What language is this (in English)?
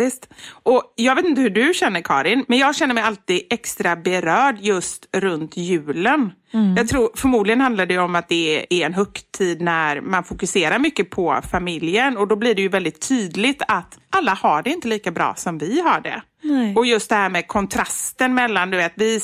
Swedish